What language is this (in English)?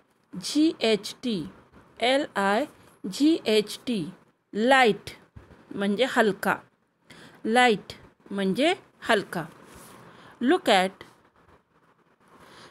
Marathi